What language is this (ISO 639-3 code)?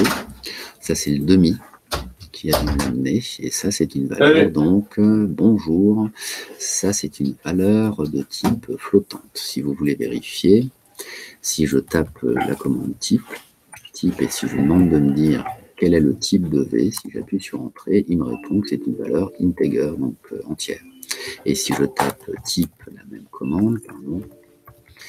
fra